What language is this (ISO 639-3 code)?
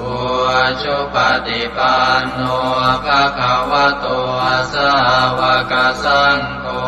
pli